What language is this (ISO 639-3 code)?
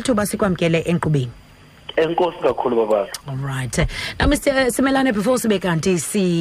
xho